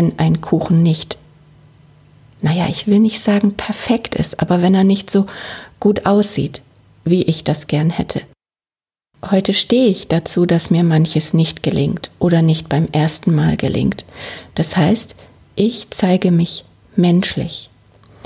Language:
German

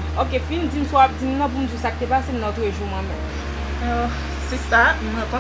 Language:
Haitian Creole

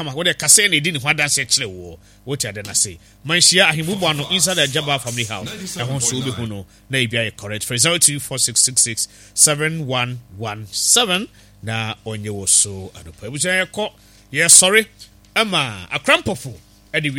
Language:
Akan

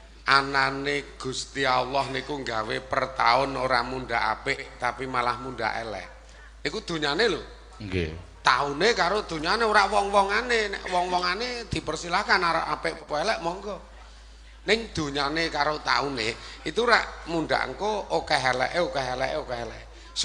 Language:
Javanese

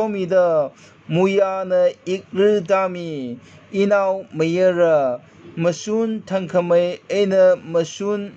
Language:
Tangkhul Naga (India)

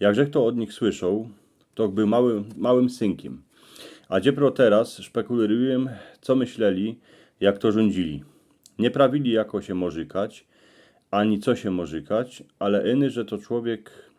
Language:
Silesian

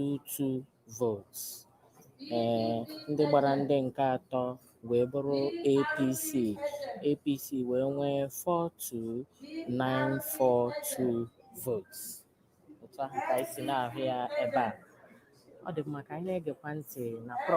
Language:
Igbo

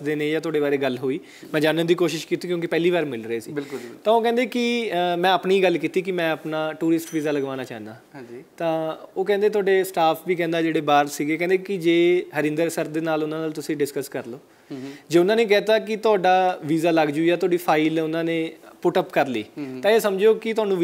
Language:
Punjabi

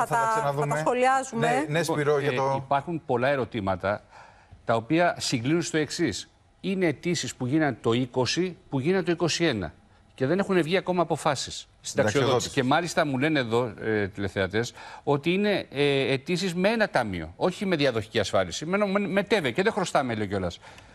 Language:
Greek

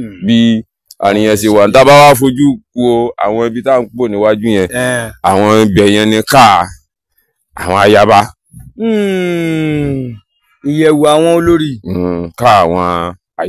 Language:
Yoruba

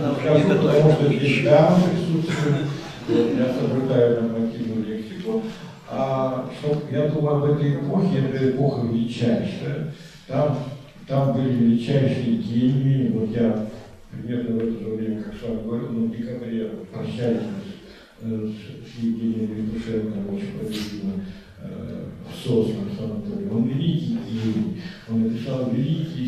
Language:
Russian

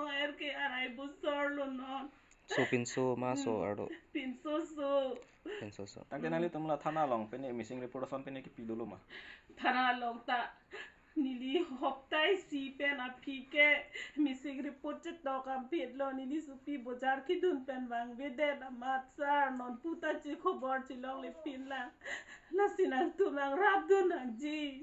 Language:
Karbi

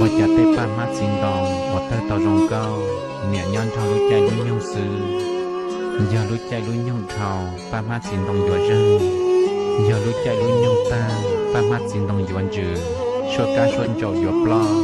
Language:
Hmong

